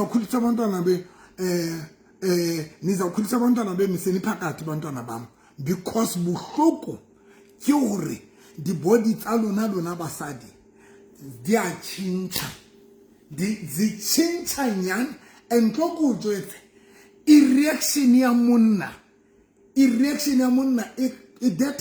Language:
Southern Sotho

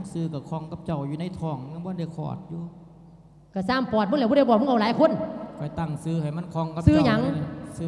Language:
Lao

